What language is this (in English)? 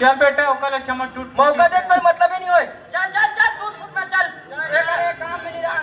Chhattisgarhi